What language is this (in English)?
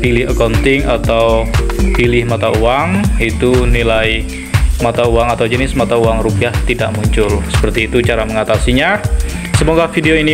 Indonesian